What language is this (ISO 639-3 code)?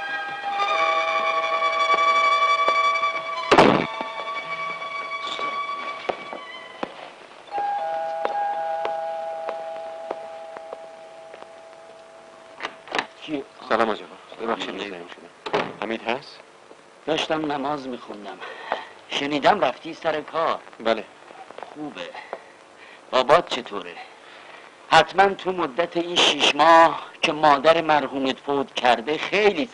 fas